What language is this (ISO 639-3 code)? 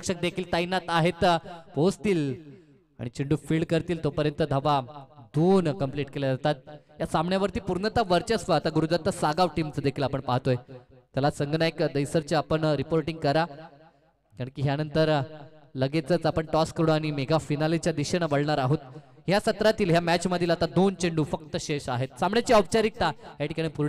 mar